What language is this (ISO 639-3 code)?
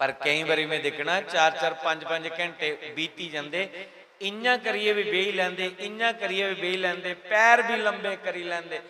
doi